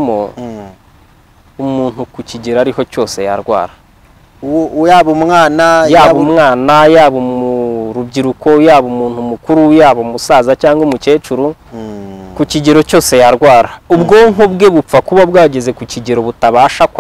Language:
Kinyarwanda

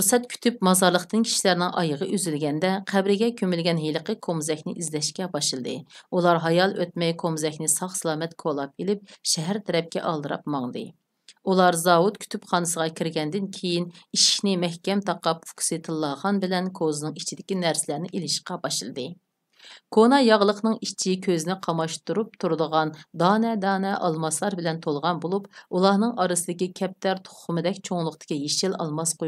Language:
Uyghur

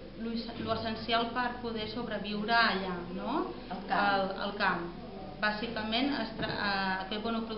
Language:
Catalan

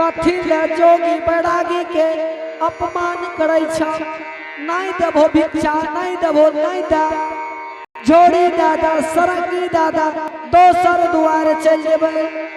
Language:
Angika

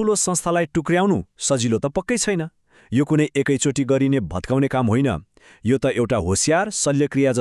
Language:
Nepali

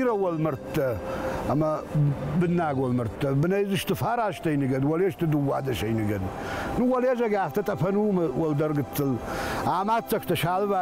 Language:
Ossetic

